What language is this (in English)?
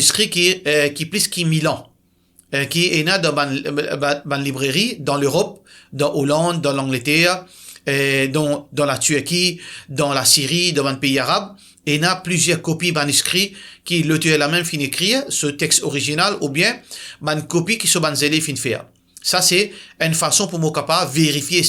Morisyen